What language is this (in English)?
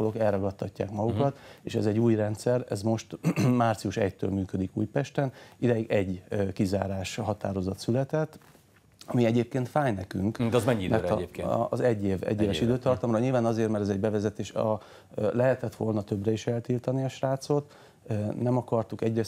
Hungarian